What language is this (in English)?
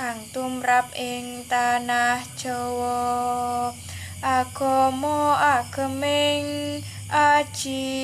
Javanese